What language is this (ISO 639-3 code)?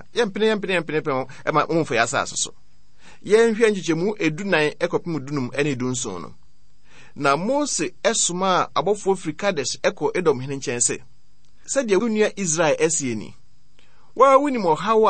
aka